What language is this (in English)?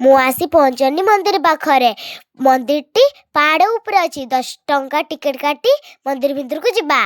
Odia